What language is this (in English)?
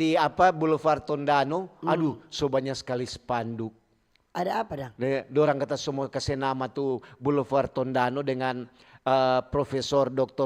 Manado Malay